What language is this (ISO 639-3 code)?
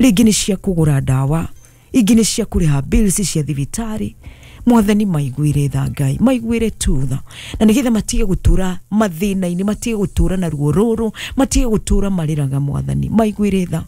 kik